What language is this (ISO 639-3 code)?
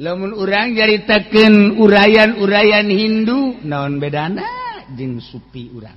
sun